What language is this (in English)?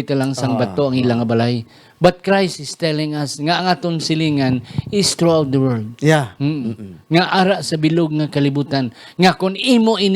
Hiligaynon